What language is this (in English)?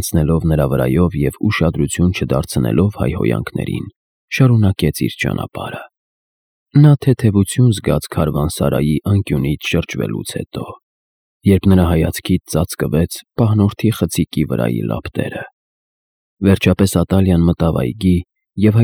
Armenian